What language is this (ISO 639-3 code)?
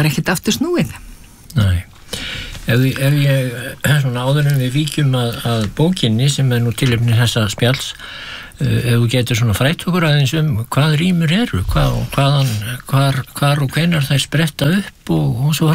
isl